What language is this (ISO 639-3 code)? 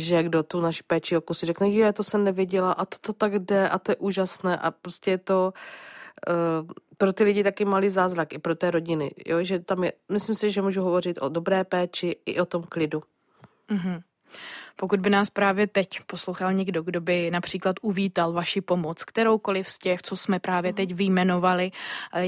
ces